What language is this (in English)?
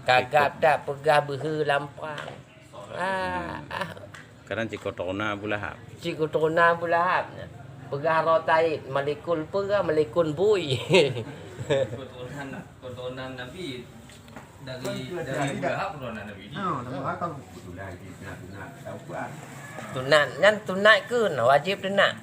Achinese